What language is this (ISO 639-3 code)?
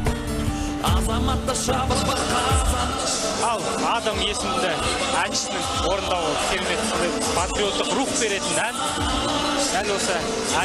kaz